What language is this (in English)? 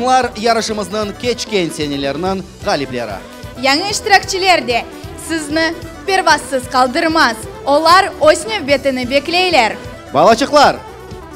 Crimean Tatar